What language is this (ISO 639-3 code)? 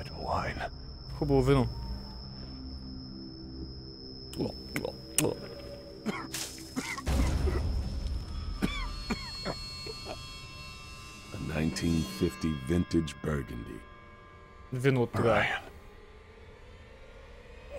bul